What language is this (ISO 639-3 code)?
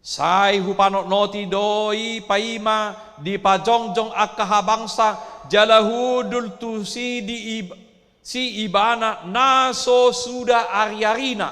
bbc